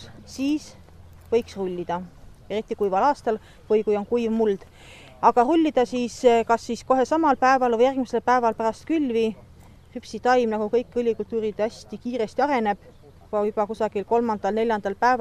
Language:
Estonian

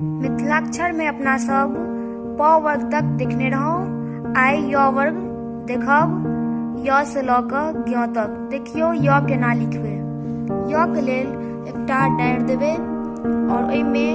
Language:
Maithili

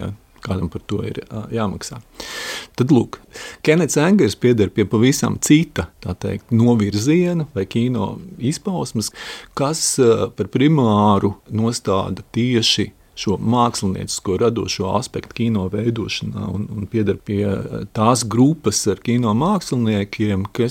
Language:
Latvian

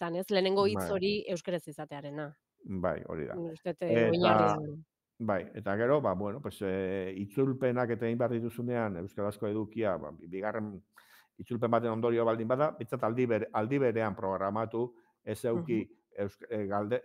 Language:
Basque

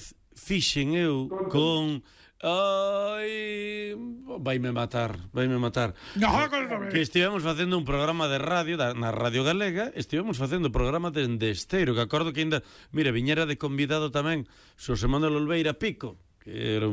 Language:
Galician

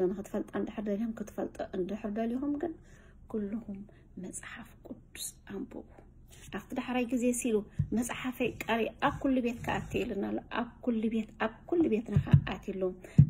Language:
Tigrinya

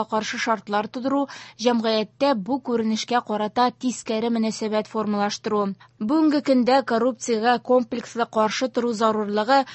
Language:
Tatar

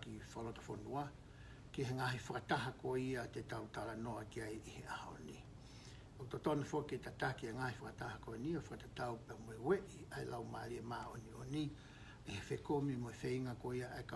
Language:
Tongan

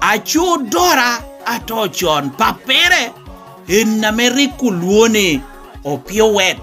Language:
Lango (Uganda)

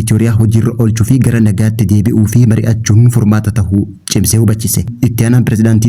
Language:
Oromo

